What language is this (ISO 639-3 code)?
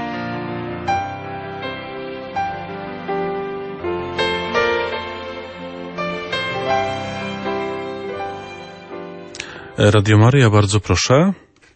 pol